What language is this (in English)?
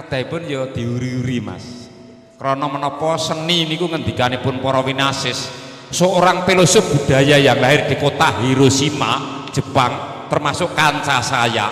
Javanese